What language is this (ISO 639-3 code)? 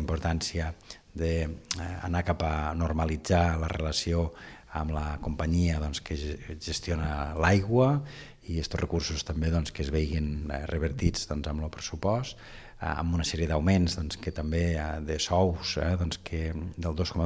cat